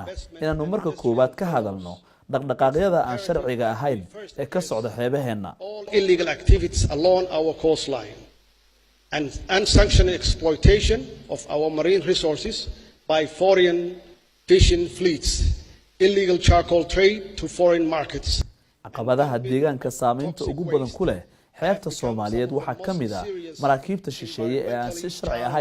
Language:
Somali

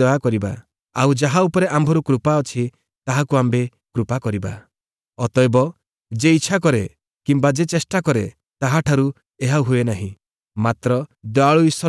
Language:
Odia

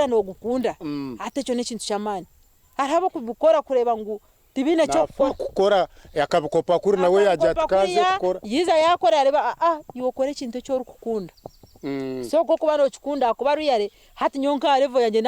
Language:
Nyankole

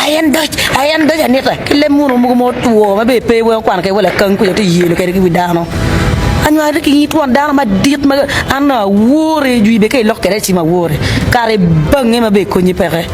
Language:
Acoli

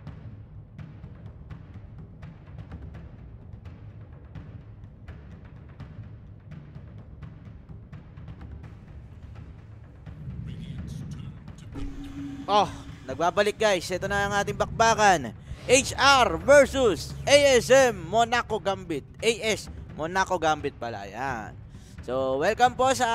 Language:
Filipino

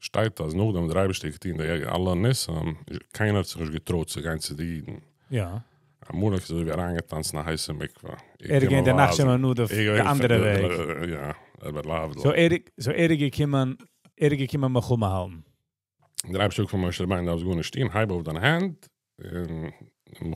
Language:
Yiddish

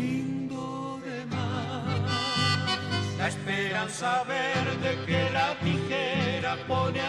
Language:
Guarani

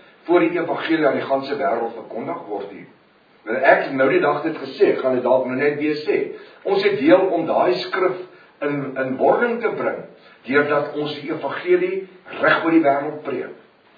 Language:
Afrikaans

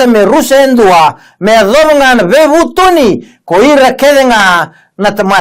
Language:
Fijian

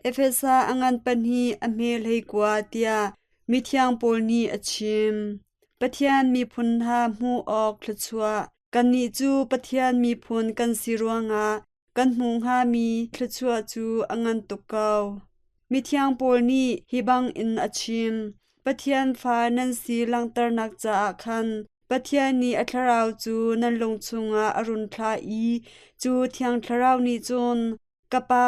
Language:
Hakha Chin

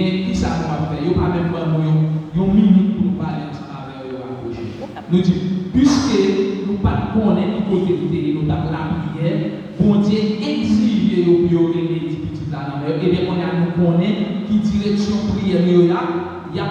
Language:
Haitian Creole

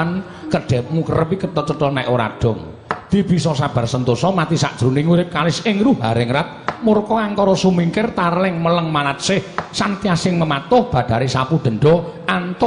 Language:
Javanese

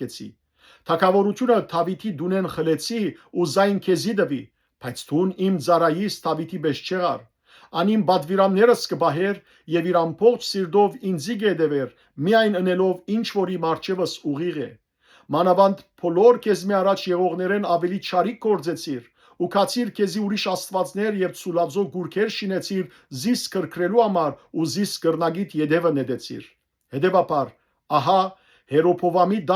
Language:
Western Armenian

